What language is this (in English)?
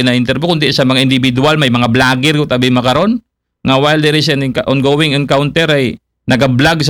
Aklanon